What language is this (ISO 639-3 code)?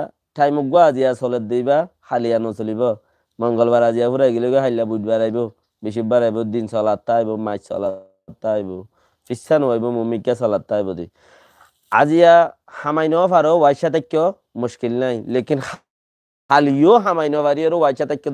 rhg